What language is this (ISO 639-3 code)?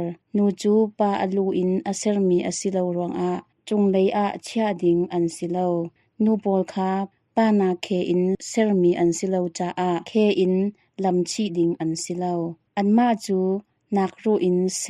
cnh